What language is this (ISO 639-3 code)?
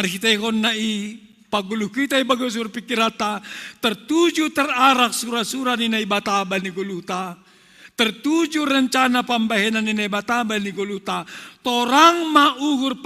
bts